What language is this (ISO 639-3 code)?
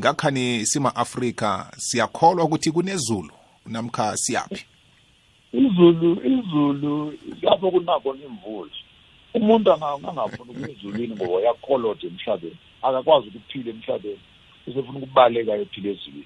nbl